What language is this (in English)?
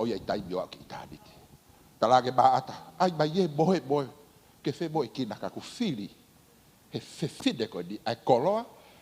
Tongan